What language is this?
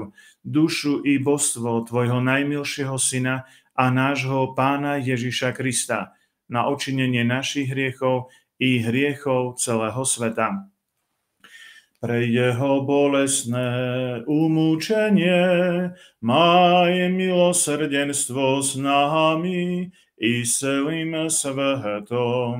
Slovak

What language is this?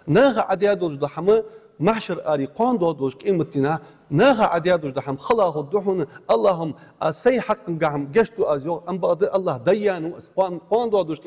Ingush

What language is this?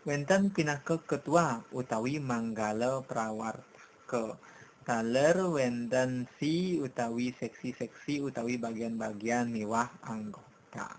Balinese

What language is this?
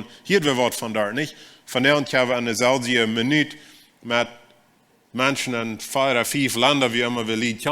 Plautdietsch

